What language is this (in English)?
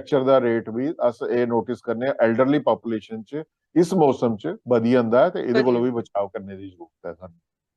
Dogri